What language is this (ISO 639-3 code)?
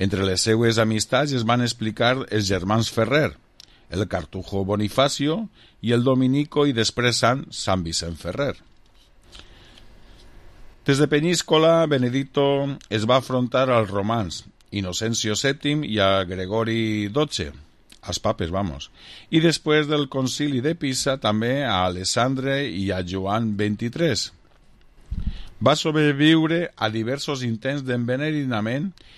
cat